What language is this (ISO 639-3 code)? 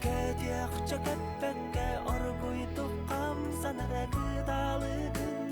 sah